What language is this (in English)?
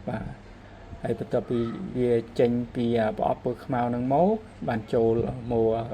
Khmer